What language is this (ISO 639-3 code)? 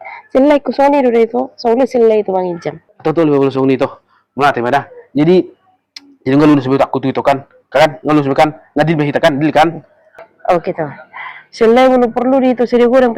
bbc